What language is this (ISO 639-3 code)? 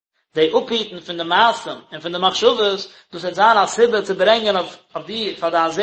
yid